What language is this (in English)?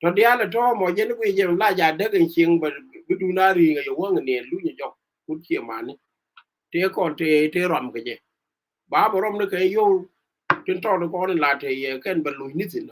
Nuer